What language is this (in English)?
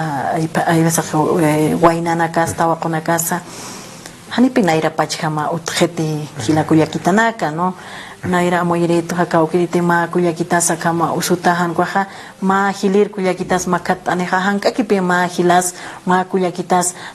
Aymara